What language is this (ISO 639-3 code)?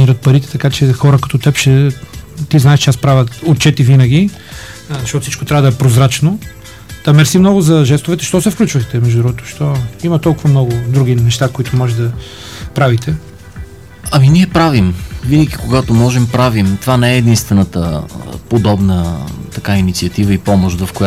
bul